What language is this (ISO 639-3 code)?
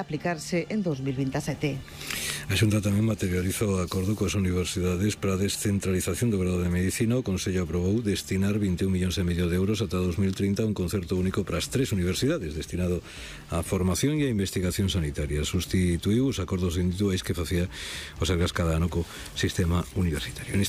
glg